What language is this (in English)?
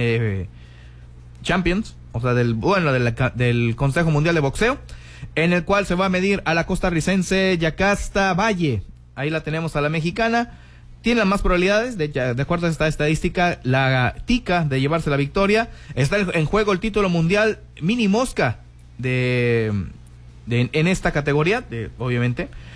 Spanish